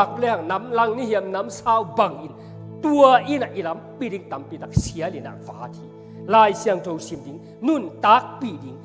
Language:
Tedim Chin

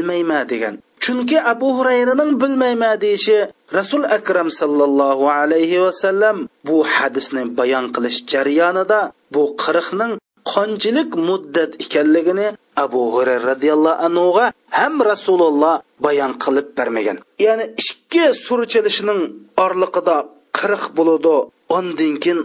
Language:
Uyghur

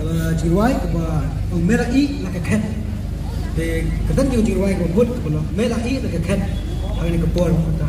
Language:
Khasi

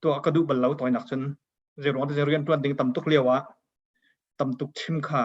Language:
Hakha Chin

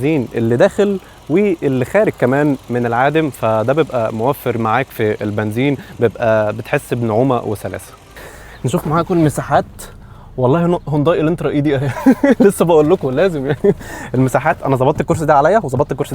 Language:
Egyptian Arabic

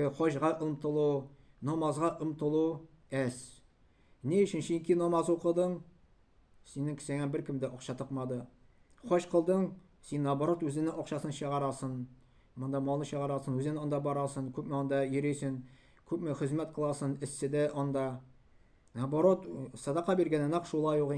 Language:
Tatar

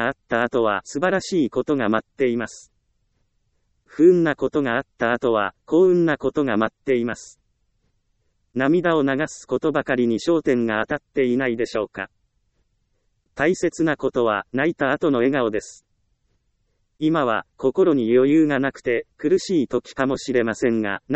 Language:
Japanese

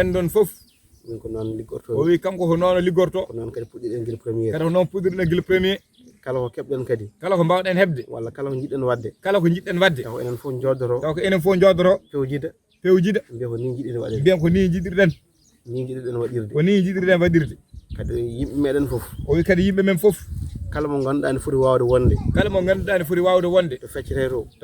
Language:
Fula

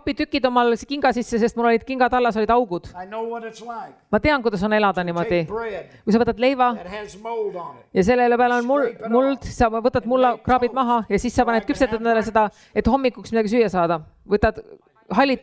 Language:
Estonian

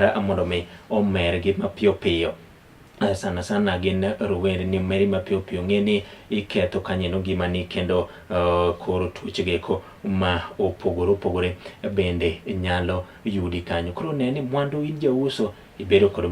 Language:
Luo (Kenya and Tanzania)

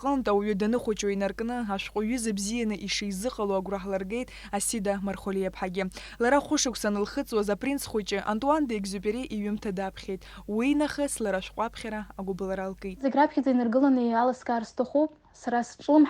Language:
Abkhazian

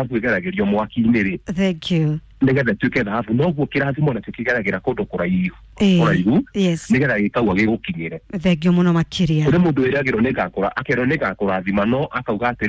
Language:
Kikuyu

